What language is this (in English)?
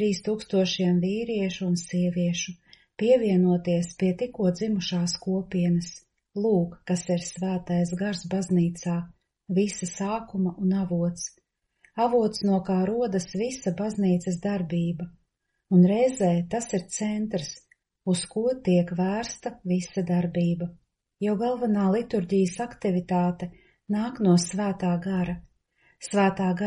Latvian